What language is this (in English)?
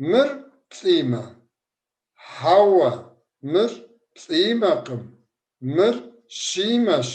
Kabardian